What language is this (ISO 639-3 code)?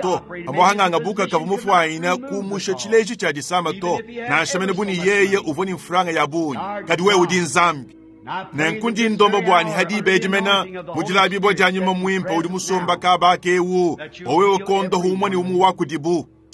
lua